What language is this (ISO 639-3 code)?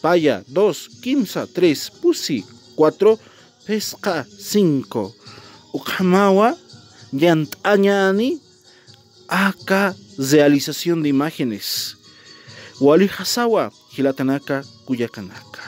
aym